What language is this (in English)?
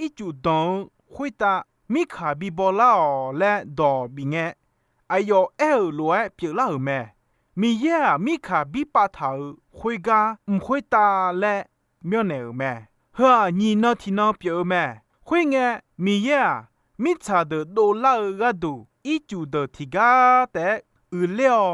Akha